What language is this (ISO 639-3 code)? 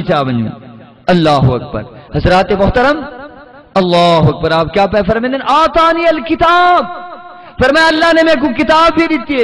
skr